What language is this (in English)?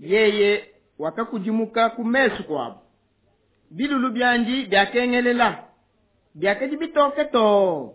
Luba-Lulua